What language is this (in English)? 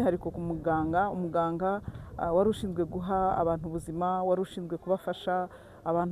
Kinyarwanda